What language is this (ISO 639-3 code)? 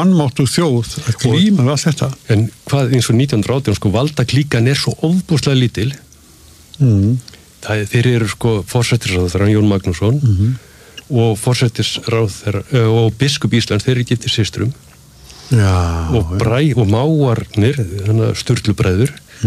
isl